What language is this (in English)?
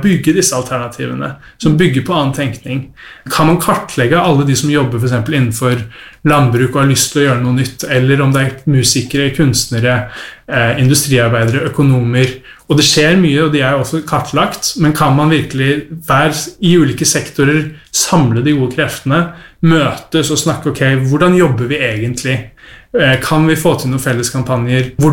Norwegian